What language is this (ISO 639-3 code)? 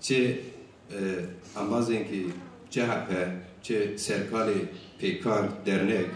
zza